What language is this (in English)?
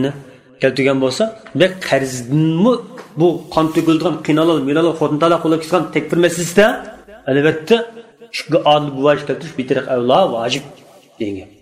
Uyghur